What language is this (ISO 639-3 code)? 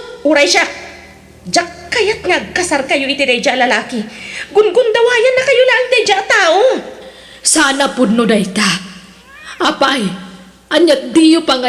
ilo